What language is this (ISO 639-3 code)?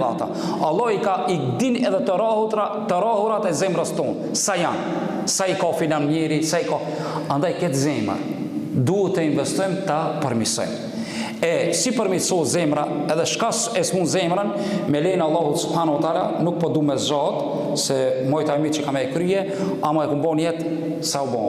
sqi